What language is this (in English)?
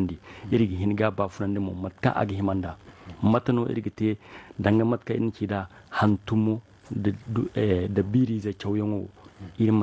Zarma